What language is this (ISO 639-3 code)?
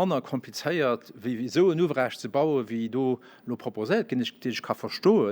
ltz